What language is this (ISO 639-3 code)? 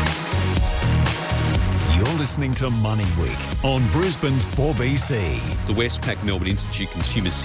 eng